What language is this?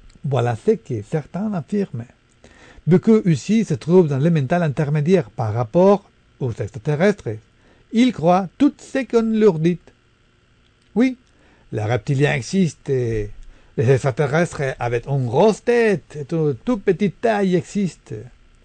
French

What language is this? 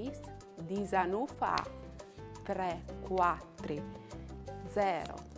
Friulian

